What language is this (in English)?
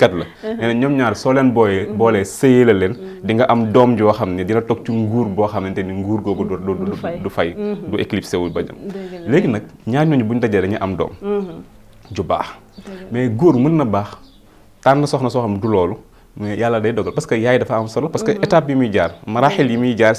Wolof